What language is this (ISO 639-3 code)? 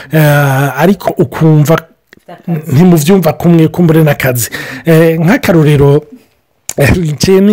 run